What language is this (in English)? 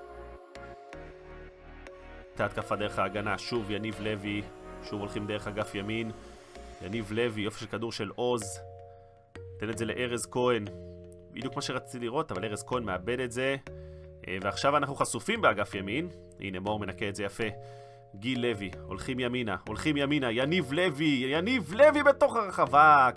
Hebrew